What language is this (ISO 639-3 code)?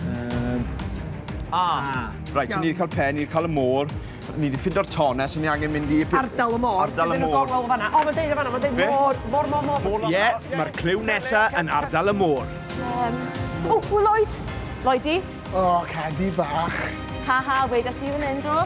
cym